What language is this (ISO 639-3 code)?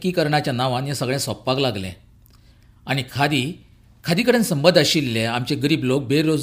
kok